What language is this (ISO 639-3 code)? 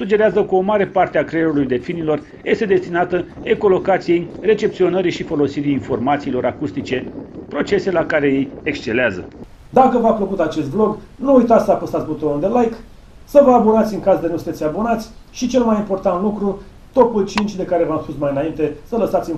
ron